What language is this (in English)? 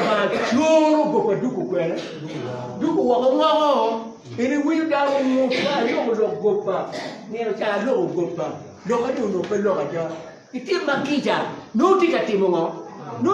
Acoli